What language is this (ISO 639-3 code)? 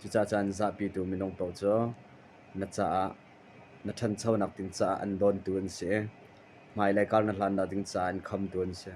cnh